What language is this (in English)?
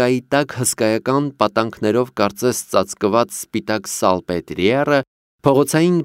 Armenian